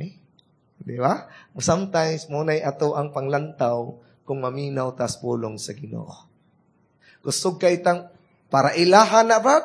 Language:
Cebuano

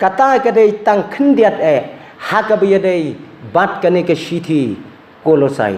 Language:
Khasi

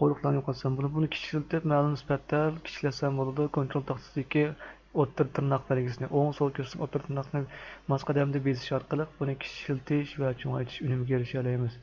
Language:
Uyghur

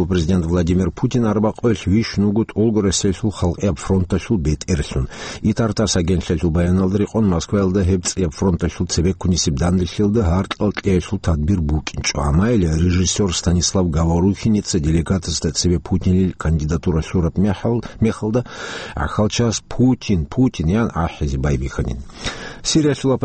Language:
Avaric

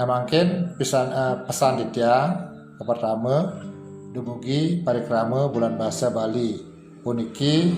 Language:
Balinese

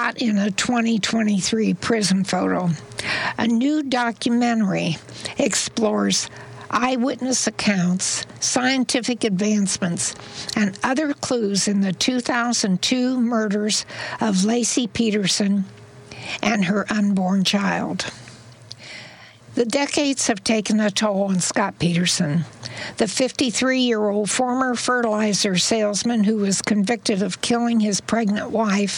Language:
English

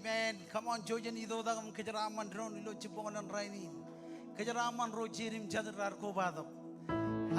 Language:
Marshallese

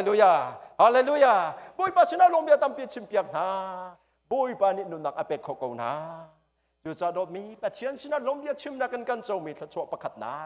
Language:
Hakha Chin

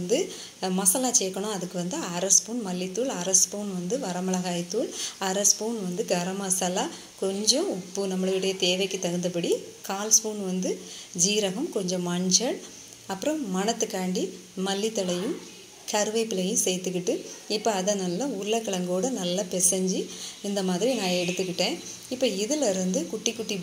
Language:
Tamil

